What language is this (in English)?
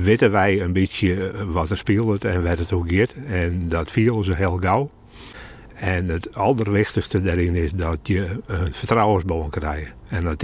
Western Frisian